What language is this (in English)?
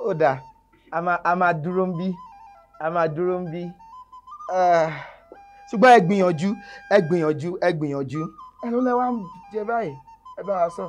Yoruba